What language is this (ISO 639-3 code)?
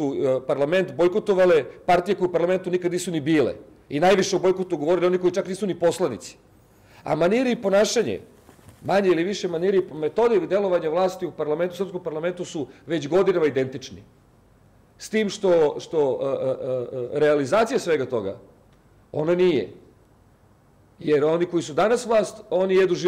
srp